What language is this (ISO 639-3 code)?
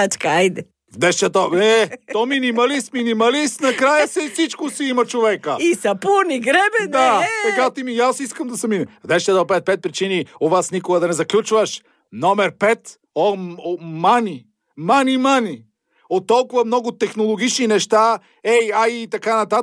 bul